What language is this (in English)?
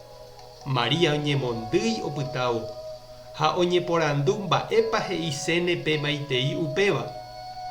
Guarani